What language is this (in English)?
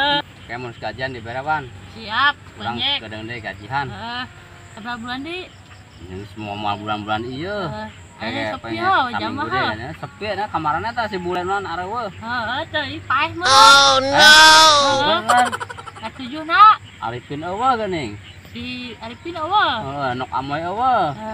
Sundanese